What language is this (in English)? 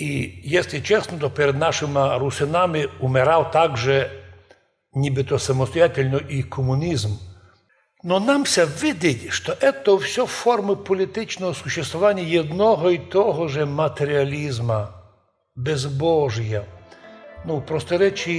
Rusyn